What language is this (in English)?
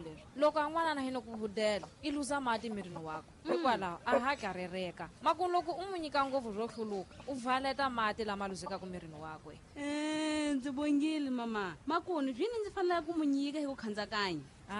Tsonga